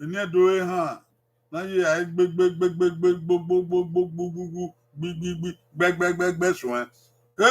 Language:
Bini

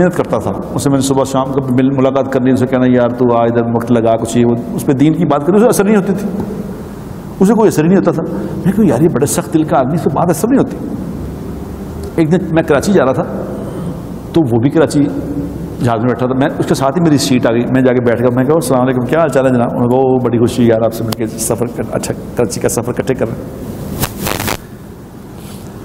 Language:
Urdu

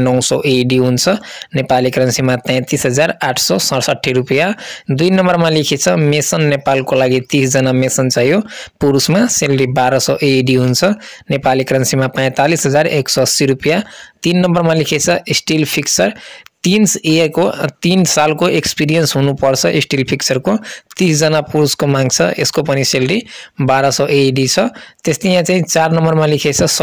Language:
Nepali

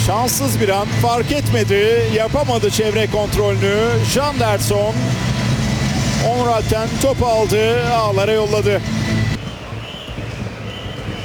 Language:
Turkish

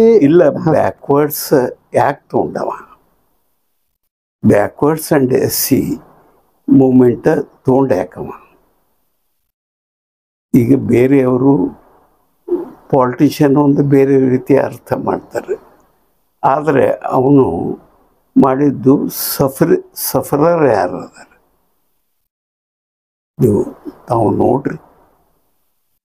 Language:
Kannada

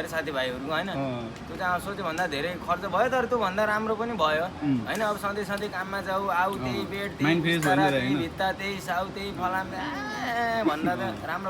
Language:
Nepali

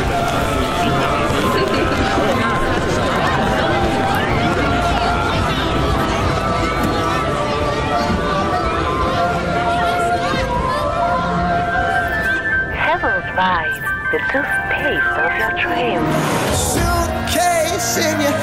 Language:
Ukrainian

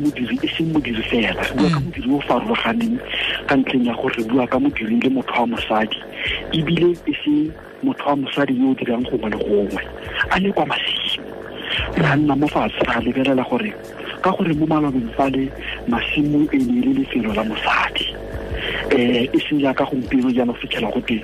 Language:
Tswana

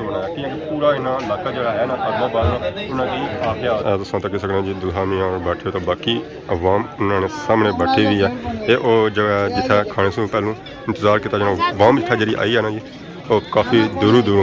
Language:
Pahari-Potwari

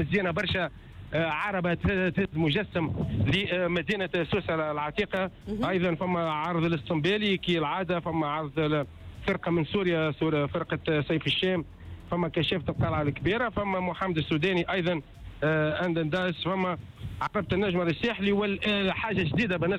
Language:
Tunisian Arabic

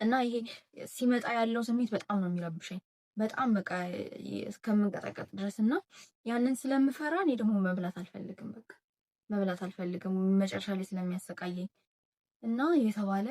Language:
Amharic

